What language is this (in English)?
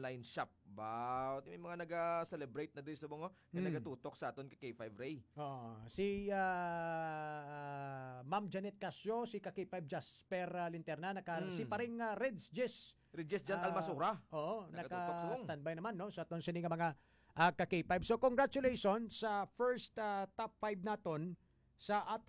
Hiligaynon